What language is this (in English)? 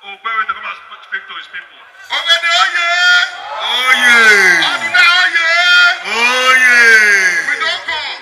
Nigerian Pidgin